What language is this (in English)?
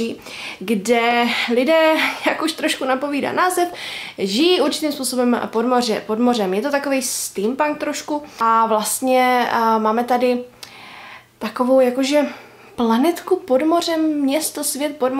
Czech